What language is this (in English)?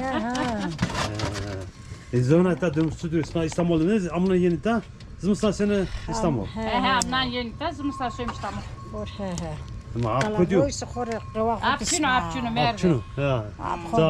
Zaza